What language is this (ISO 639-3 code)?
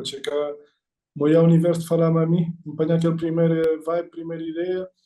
kea